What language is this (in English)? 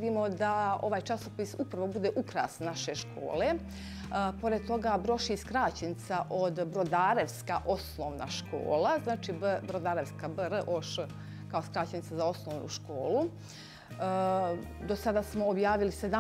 Serbian